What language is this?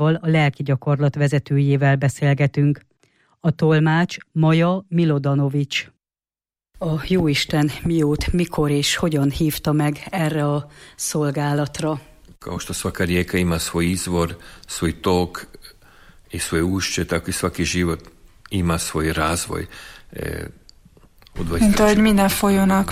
Hungarian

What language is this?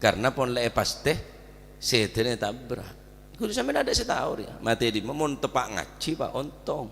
Madurese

